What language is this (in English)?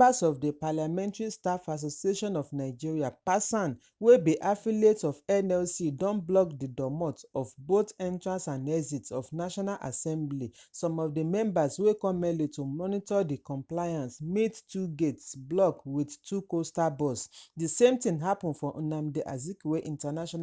Nigerian Pidgin